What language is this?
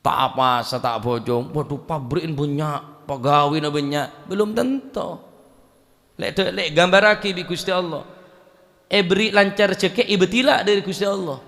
Madurese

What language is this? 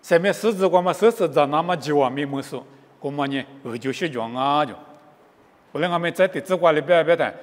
Lisu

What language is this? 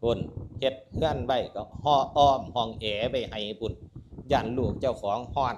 Northeastern Thai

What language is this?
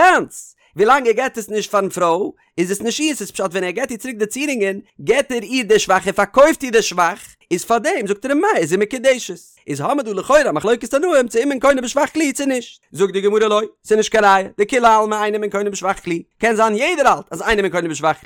Yiddish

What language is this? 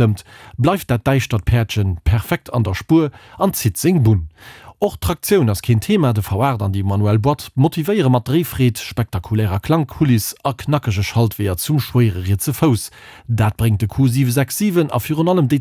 Luxembourgish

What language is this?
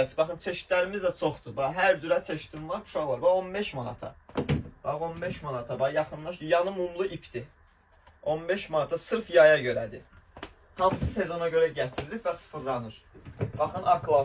Azerbaijani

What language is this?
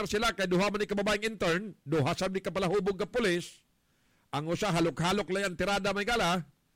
Cebuano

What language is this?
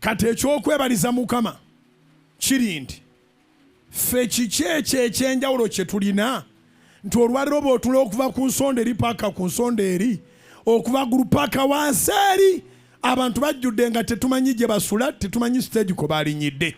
Ganda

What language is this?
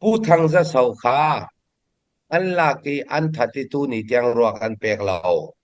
Falam Chin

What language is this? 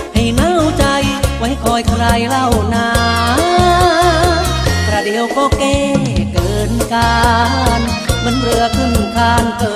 Thai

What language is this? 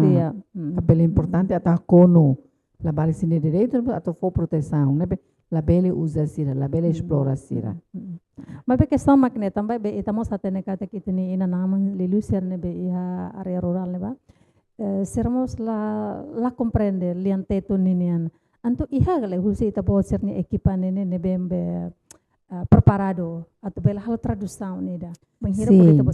Tetum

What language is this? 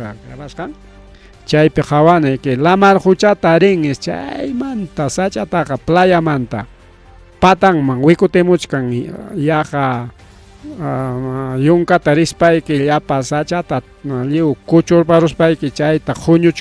Ayacucho Quechua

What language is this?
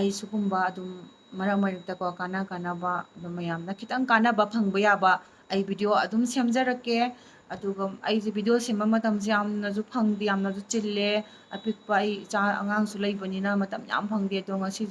Manipuri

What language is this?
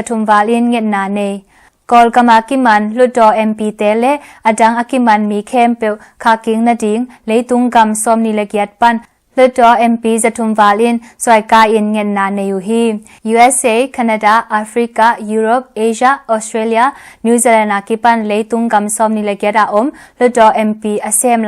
Tedim Chin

